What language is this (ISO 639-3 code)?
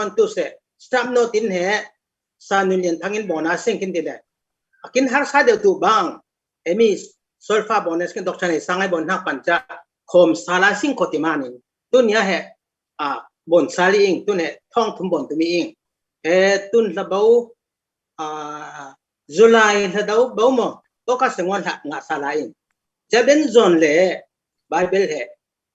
cfm